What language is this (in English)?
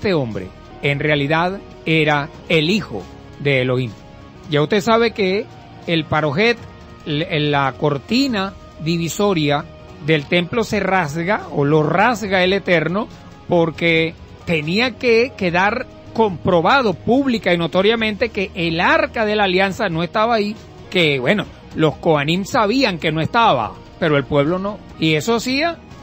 Spanish